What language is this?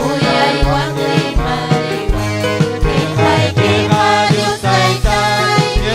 Ayacucho Quechua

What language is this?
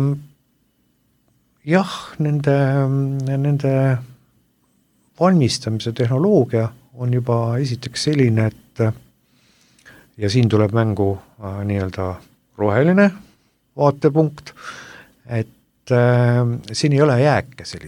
Estonian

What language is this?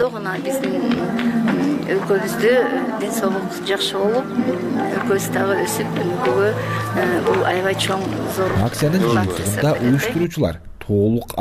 Kyrgyz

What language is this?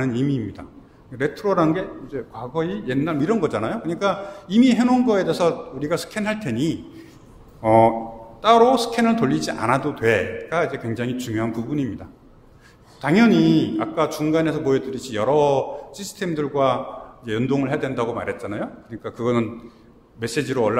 Korean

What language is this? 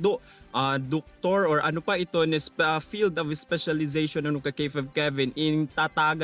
Waray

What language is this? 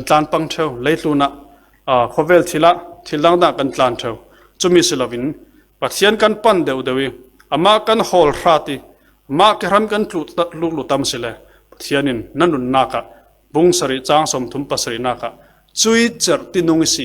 Falam Chin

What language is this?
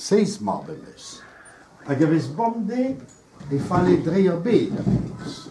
Breton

